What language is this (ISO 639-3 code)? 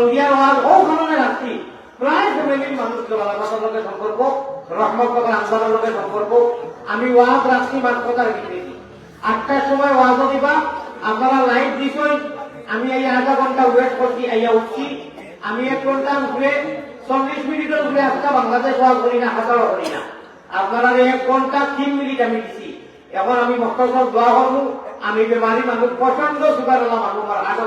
syl